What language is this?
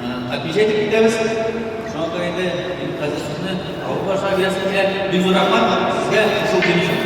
Tatar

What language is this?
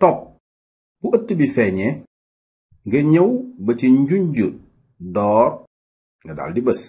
Wolof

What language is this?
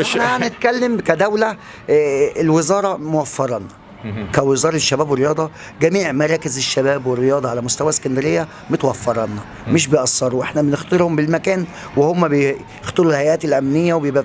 Egyptian Arabic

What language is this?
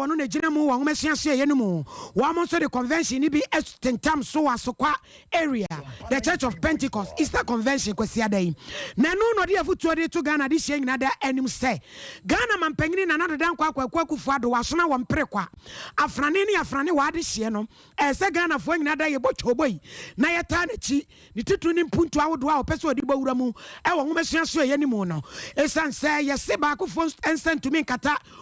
Akan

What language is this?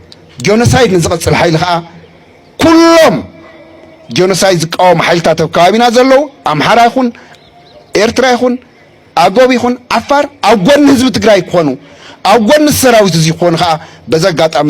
Tigrinya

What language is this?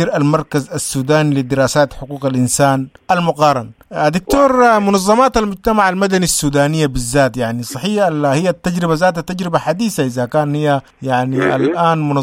Sudanese Arabic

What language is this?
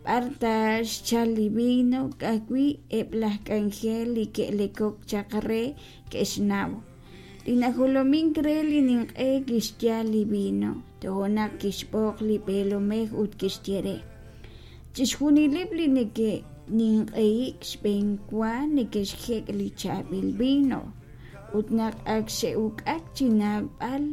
Kekchí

